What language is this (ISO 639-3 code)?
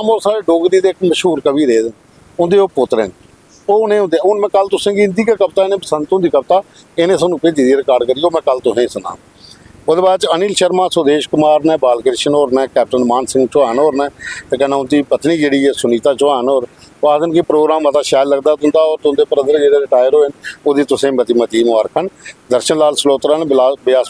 doi